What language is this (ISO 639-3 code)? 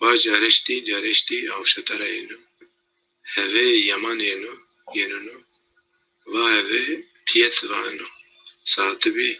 zza